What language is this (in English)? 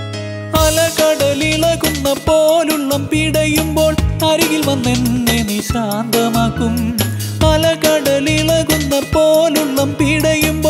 Malayalam